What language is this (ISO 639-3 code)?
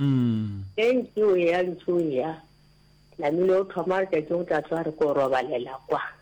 nso